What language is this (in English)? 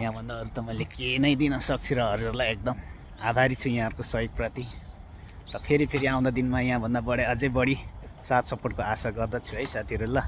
Nepali